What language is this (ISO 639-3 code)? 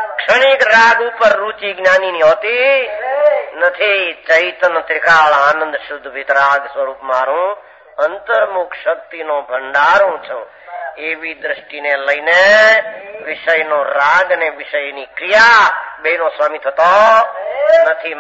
guj